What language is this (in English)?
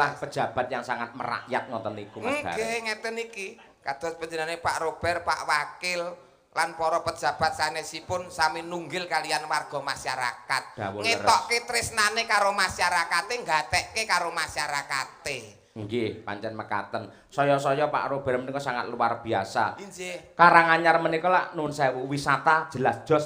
Javanese